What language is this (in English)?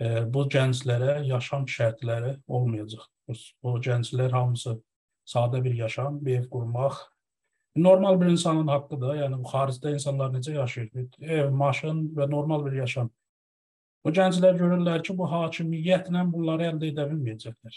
South Azerbaijani